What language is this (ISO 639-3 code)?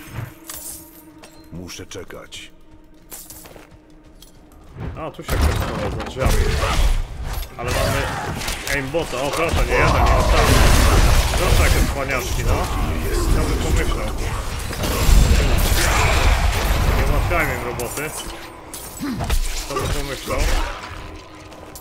pol